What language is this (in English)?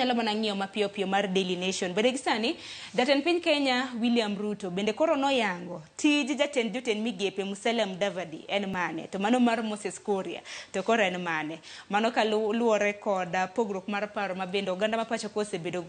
Luo (Kenya and Tanzania)